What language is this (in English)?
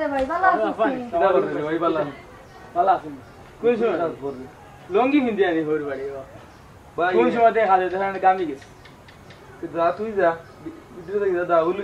Sylheti